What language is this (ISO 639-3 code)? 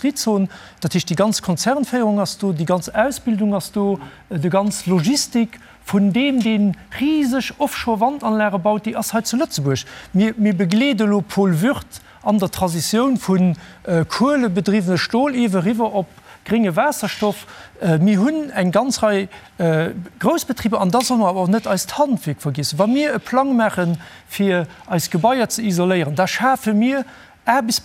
ltz